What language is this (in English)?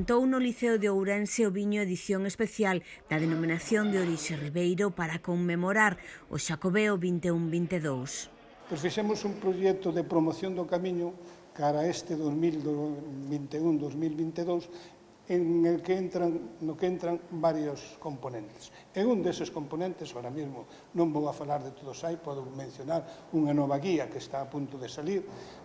Galician